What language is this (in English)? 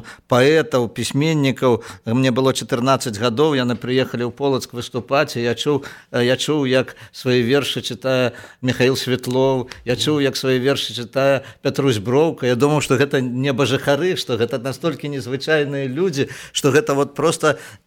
Belarusian